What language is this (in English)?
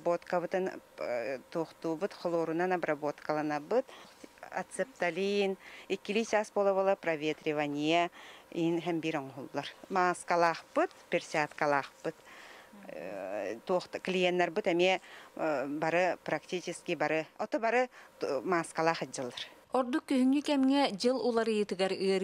Yakut